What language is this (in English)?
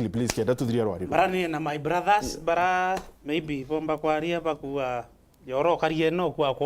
Meru